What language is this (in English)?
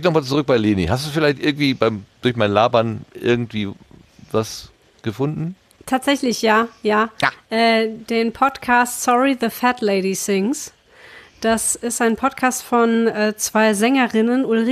German